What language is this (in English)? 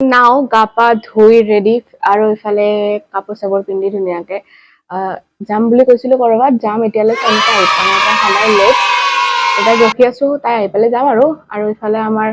Assamese